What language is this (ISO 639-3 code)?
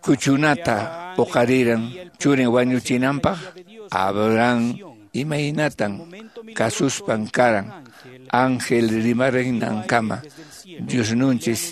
que